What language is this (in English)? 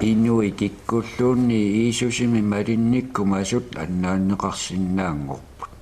Kalaallisut